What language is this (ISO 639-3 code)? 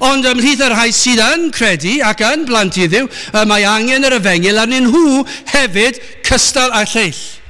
cym